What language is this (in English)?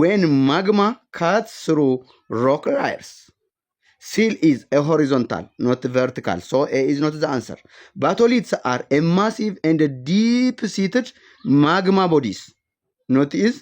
English